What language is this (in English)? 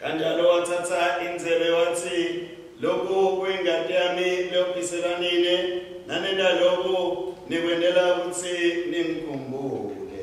Swati